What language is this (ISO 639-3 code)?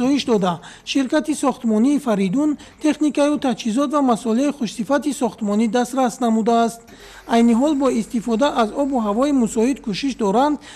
tgk